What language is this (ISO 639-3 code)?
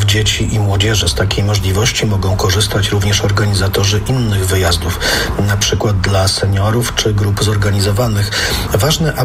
pol